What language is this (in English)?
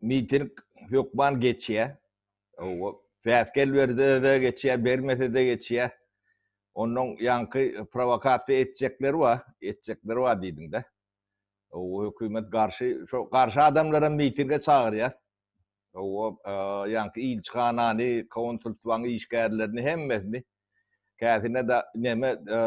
Turkmen